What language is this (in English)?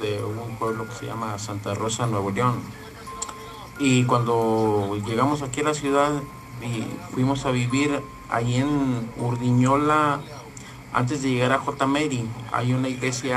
Spanish